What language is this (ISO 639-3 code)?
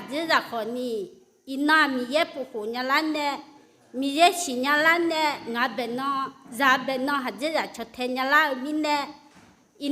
ahk